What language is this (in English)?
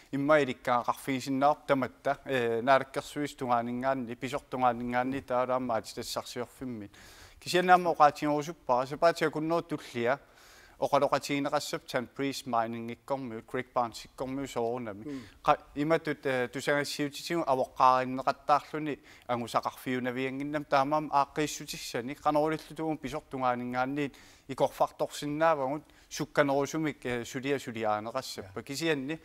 Kalaallisut